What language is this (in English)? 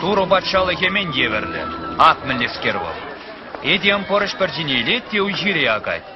Chuvash